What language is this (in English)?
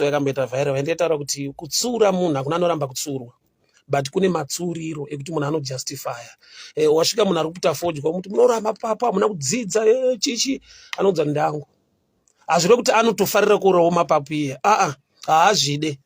Shona